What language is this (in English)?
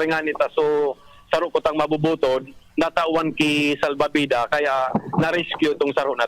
Bikol